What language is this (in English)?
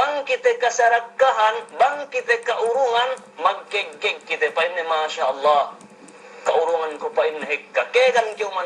Yakan